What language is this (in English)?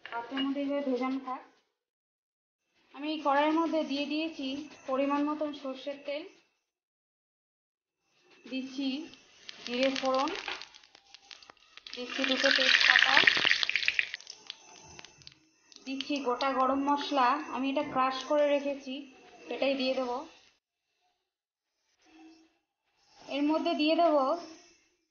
Bangla